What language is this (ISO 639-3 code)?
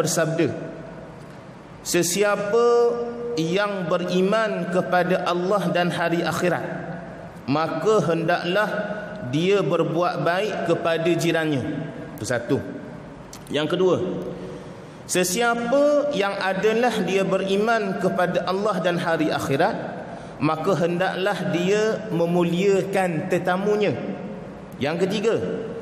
msa